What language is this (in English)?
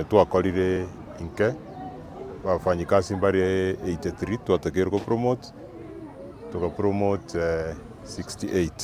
Gusii